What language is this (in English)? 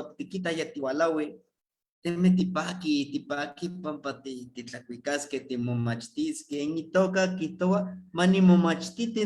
Eastern Huasteca Nahuatl